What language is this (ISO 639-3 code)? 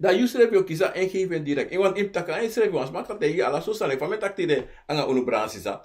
srn